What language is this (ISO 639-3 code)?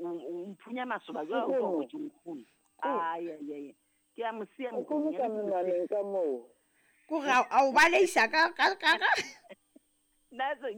sot